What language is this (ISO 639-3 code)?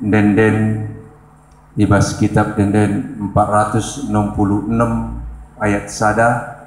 btx